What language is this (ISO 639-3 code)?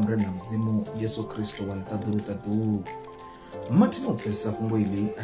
ven